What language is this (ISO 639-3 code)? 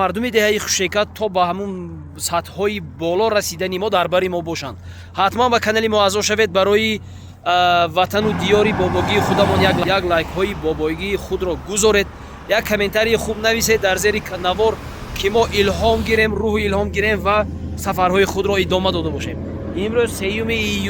tgk